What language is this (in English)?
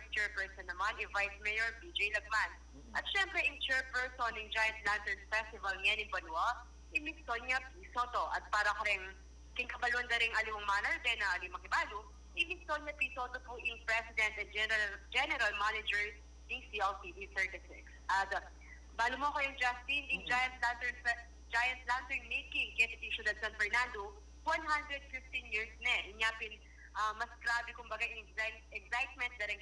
Pampanga